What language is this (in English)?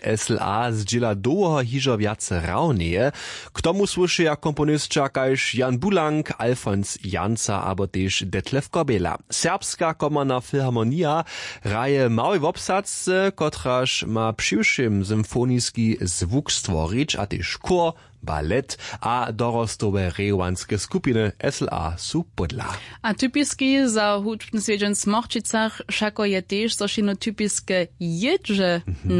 Upper Sorbian